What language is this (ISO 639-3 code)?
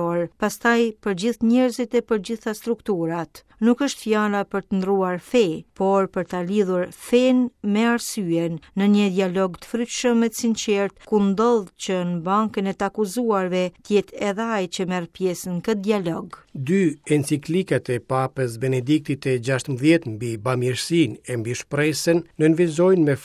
sqi